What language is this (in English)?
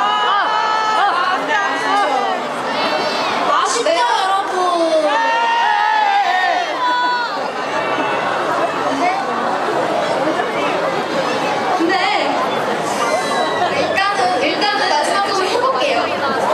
Korean